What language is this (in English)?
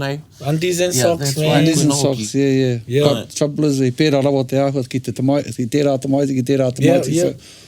Māori